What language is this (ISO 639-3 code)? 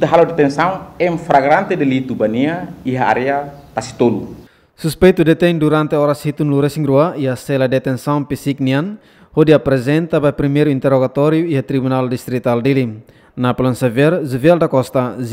tet